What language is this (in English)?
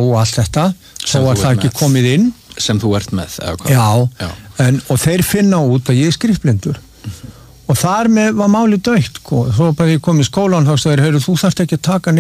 Icelandic